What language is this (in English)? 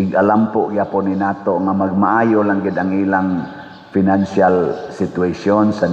Cebuano